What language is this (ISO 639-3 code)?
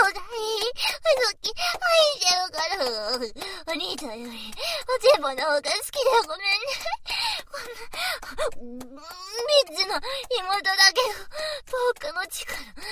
jpn